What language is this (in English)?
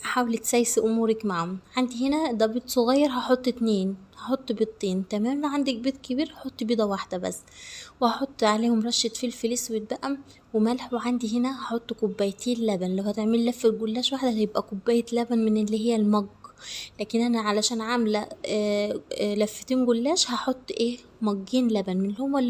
Egyptian Arabic